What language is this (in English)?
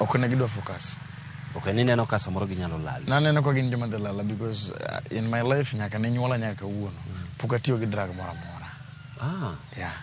Luo (Kenya and Tanzania)